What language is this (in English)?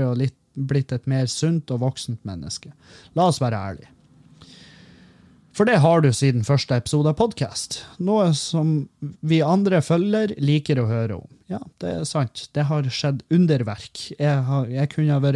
Norwegian